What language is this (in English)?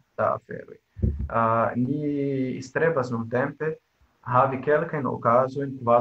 Esperanto